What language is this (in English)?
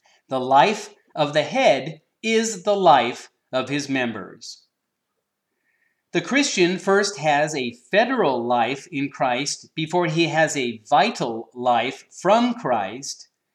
English